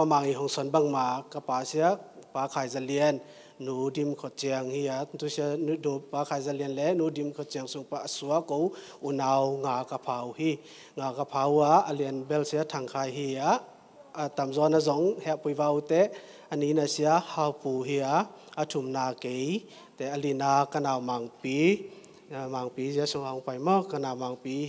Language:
Tedim Chin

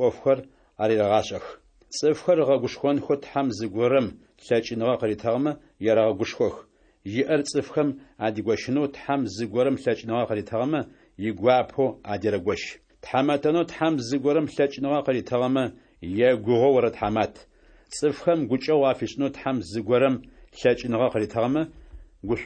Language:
Adyghe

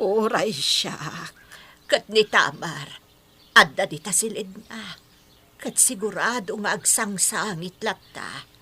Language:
Iloko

